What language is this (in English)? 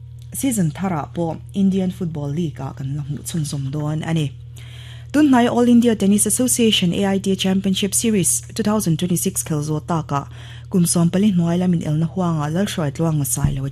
Mizo